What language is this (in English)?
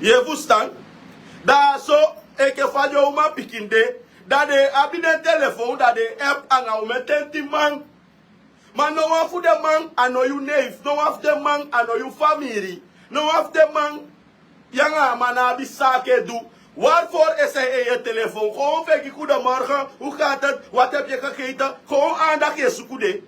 Sranan Tongo